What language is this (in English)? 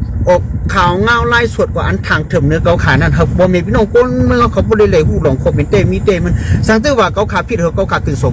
Shan